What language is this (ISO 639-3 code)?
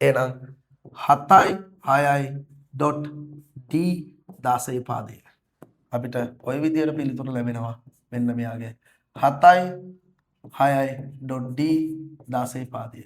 sin